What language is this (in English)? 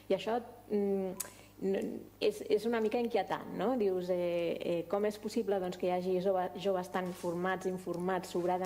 Catalan